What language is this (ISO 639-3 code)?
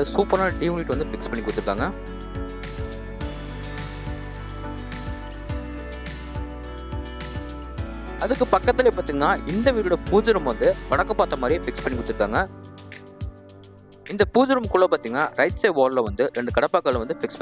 tam